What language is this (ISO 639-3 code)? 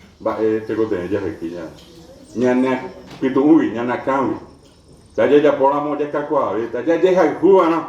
grn